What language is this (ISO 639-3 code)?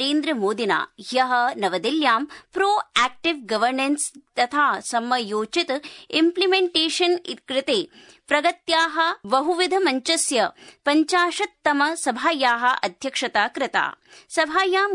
san